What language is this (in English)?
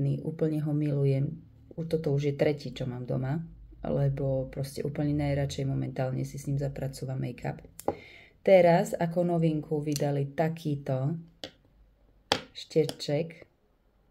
Slovak